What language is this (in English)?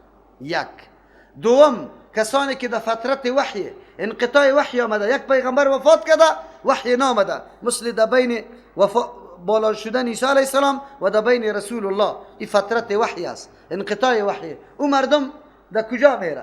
Persian